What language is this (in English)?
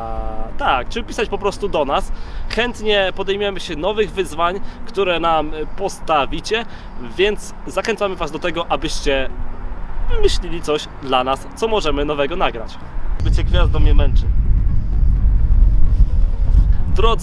Polish